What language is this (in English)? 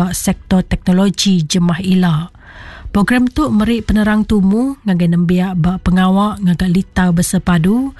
Iban